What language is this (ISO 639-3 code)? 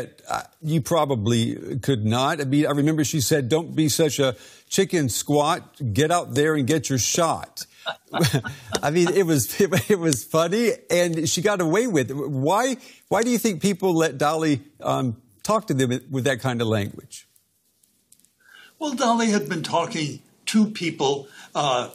eng